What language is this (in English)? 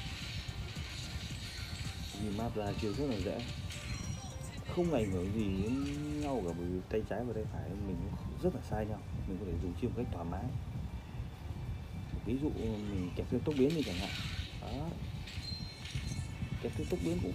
Vietnamese